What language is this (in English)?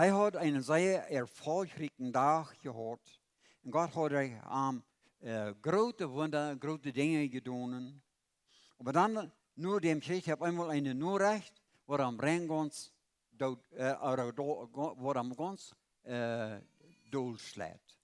Plautdietsch